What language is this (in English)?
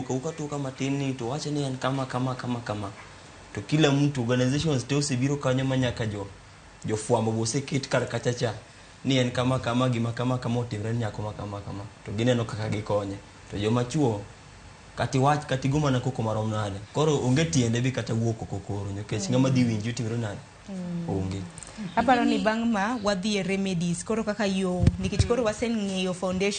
Luo (Kenya and Tanzania)